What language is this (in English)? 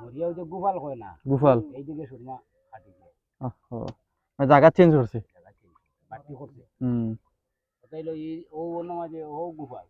Sylheti